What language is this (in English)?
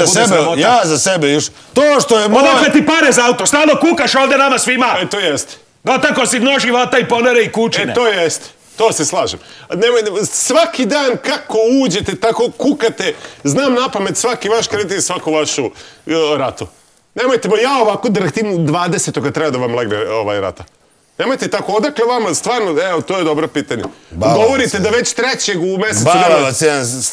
Serbian